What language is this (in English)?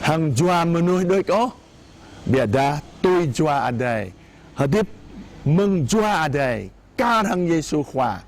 Jarai